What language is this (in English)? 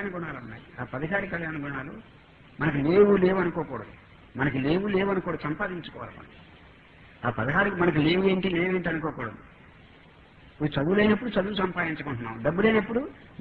Telugu